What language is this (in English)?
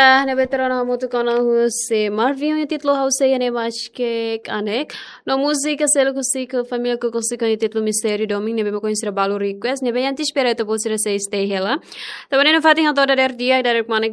Tetum